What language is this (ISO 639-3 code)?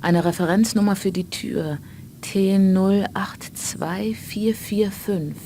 bar